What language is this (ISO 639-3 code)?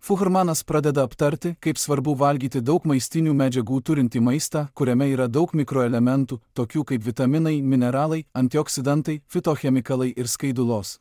lit